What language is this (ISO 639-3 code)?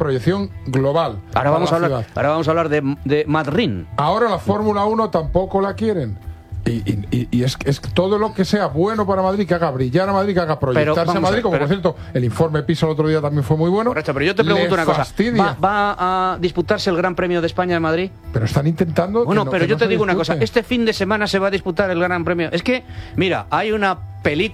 spa